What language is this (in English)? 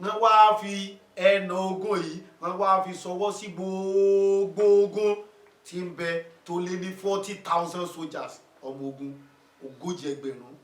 Yoruba